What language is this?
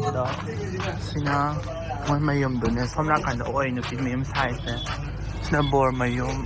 Manipuri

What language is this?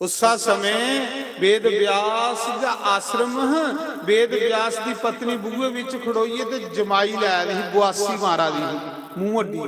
Dogri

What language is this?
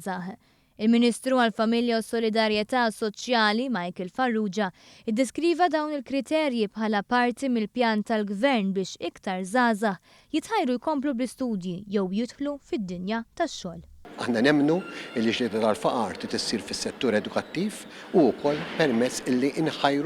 Maltese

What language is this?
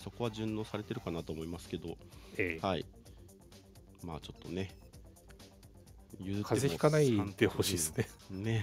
Japanese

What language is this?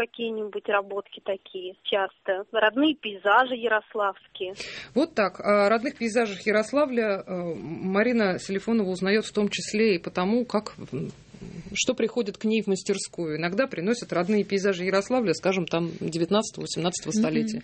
Russian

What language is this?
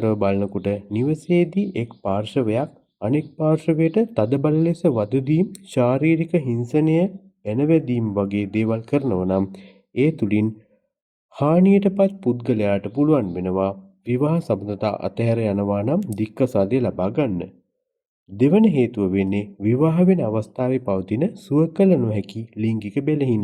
Sinhala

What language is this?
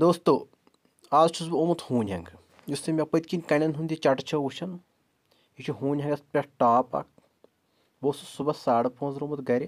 Kashmiri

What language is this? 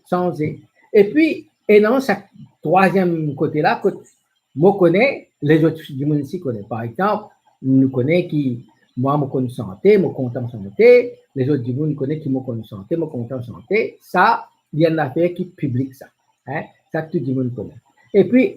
Morisyen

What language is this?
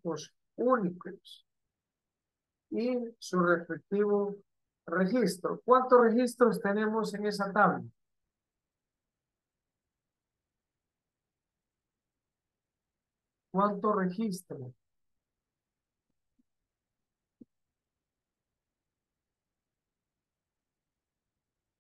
Spanish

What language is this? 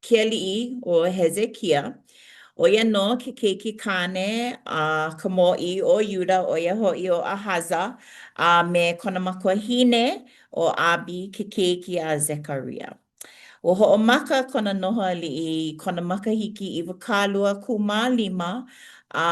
Hawaiian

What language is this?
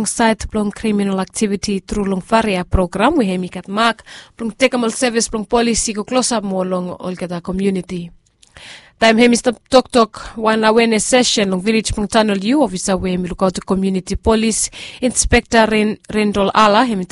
Bislama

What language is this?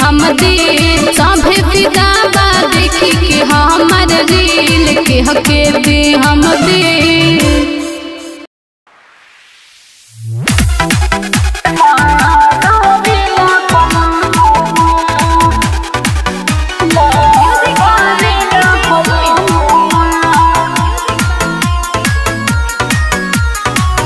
Bhojpuri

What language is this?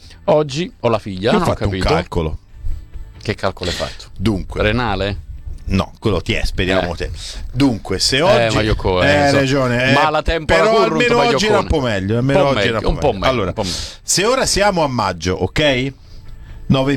Italian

